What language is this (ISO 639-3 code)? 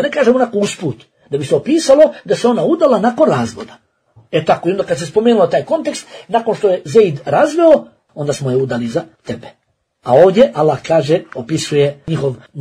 bos